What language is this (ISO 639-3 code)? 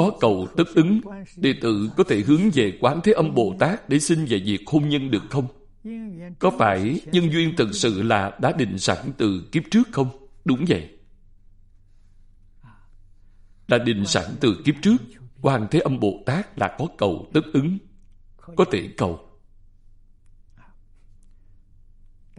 vie